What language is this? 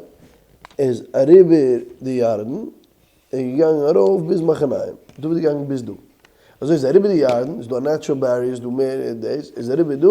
Yiddish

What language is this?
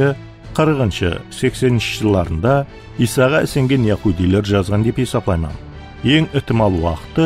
Kara-Kalpak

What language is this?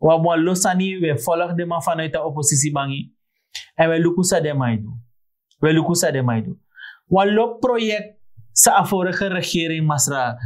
Sranan Tongo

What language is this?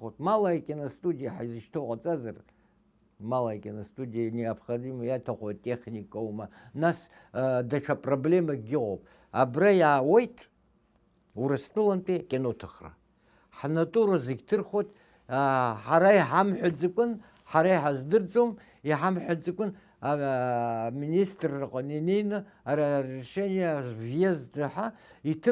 Abkhazian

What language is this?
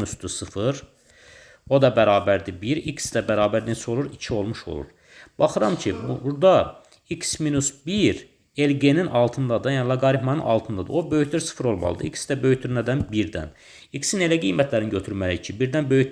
Azerbaijani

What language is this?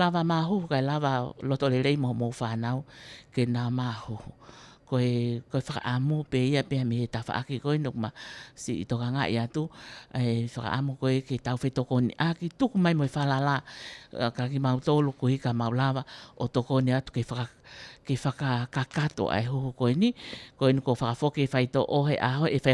Tongan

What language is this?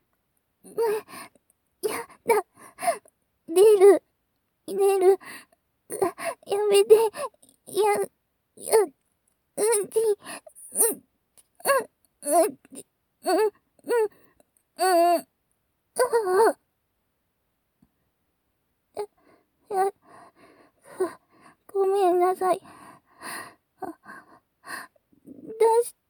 Japanese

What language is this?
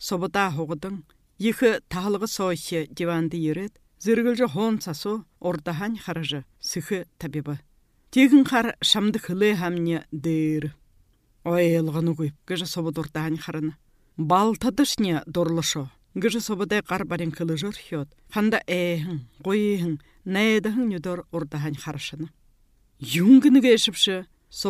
Buriat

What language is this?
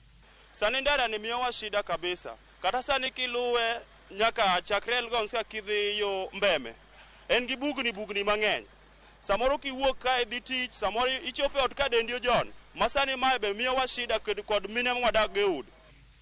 Luo (Kenya and Tanzania)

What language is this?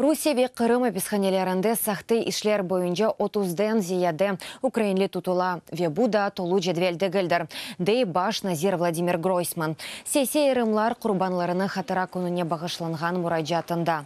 Crimean Tatar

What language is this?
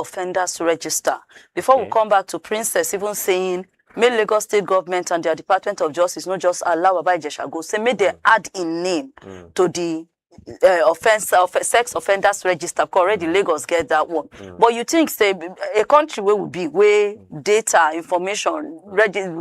Nigerian Pidgin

